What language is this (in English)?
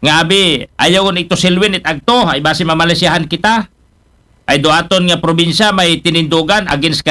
Aklanon